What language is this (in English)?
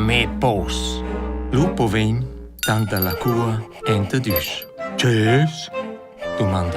Romansh